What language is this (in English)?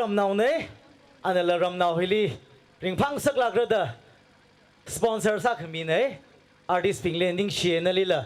Tangkhul Naga (India)